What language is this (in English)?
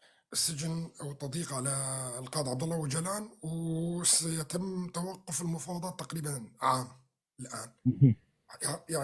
North Levantine Arabic